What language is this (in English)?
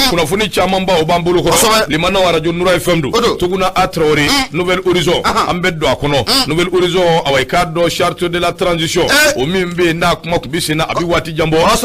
Bambara